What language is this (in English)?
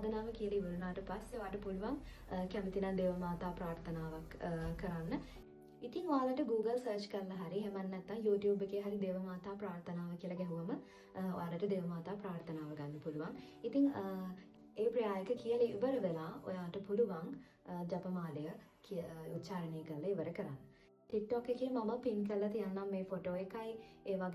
Sinhala